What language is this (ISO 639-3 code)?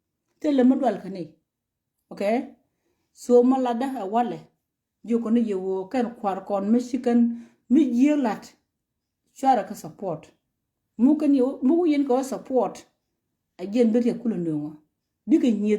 nus